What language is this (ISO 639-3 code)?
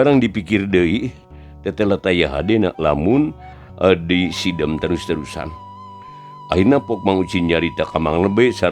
sun